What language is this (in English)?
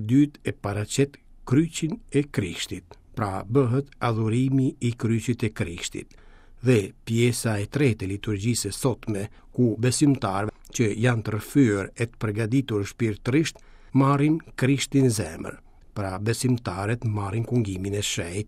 Albanian